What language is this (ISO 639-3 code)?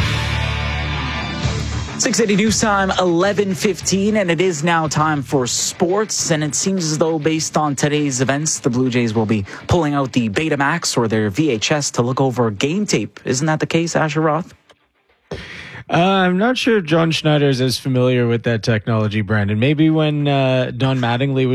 eng